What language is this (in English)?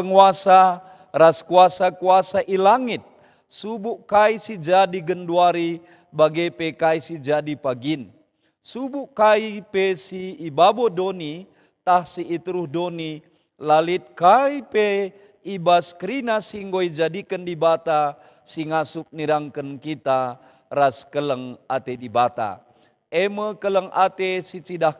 Batak Karo